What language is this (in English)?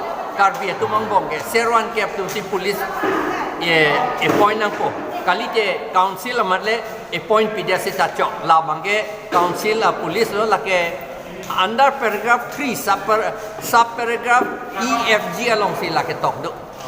Karbi